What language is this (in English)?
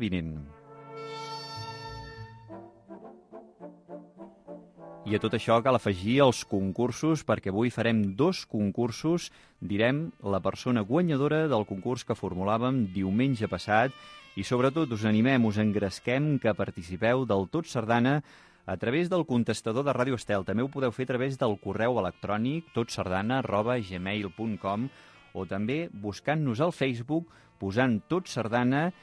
Catalan